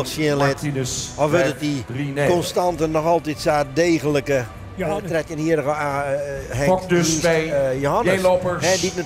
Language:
Western Frisian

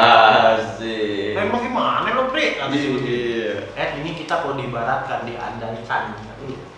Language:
Betawi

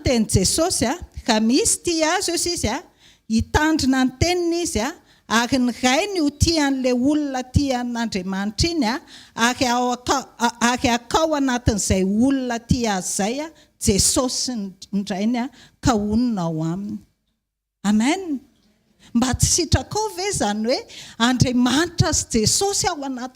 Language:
Malagasy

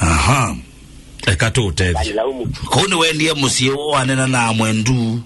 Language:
Kamba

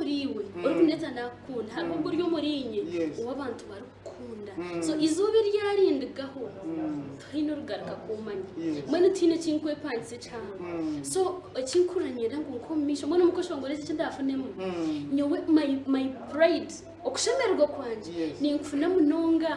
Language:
Nyankole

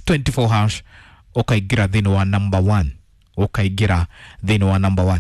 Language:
Kikuyu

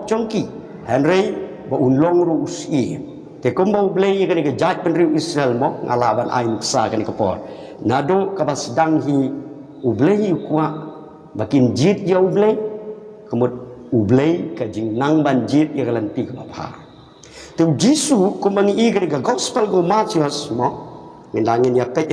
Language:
Khasi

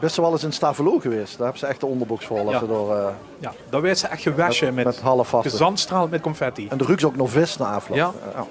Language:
Limburgish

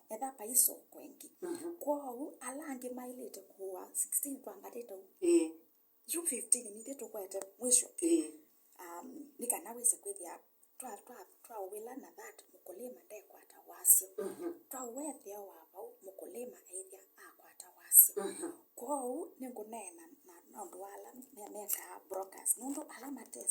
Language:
Kamba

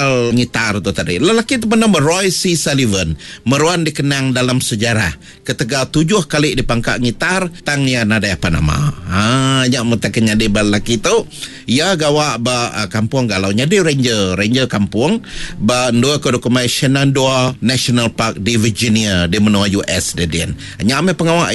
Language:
Iban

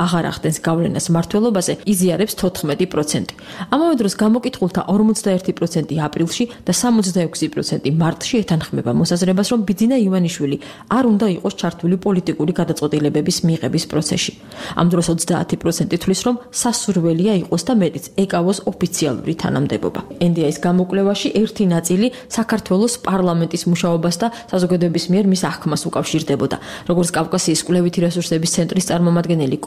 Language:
Georgian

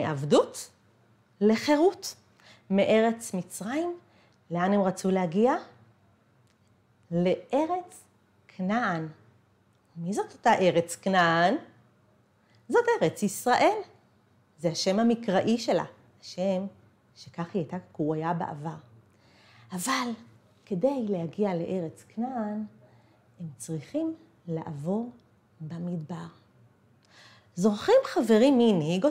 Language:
Hebrew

